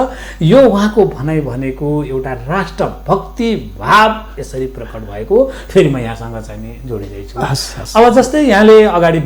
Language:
Nepali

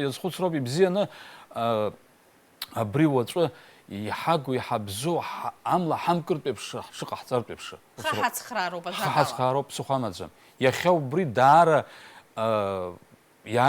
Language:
Abkhazian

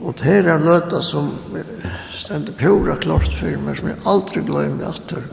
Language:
Faroese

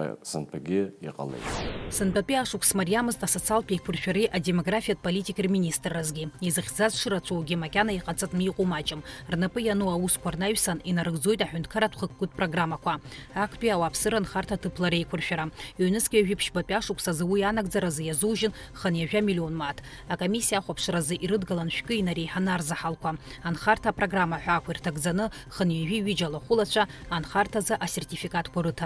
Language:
Abkhazian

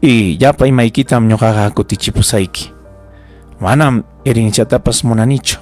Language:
Ayacucho Quechua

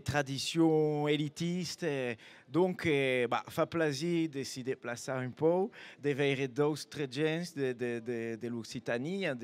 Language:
Occitan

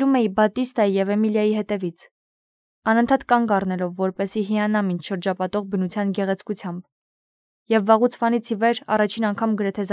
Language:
Armenian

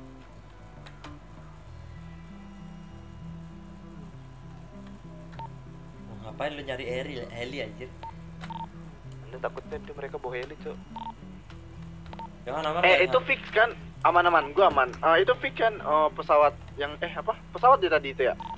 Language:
Indonesian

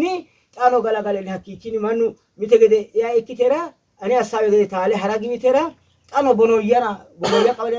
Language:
Sidamo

